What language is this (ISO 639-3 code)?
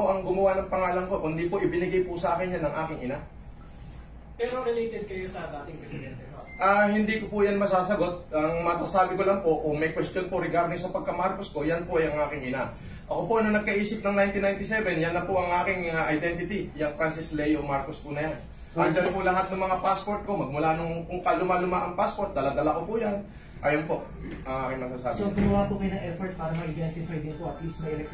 fil